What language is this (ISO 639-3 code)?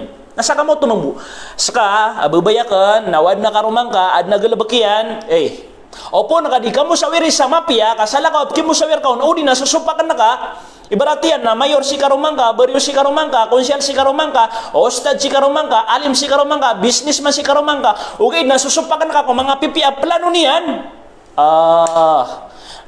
mrw